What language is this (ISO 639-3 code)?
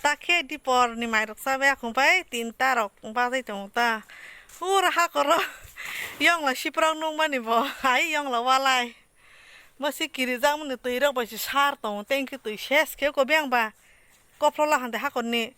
trp